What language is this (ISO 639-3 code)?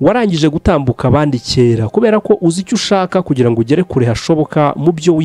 kin